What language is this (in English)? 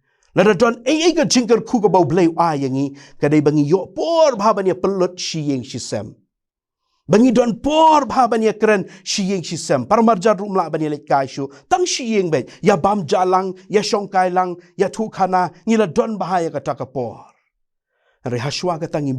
Khasi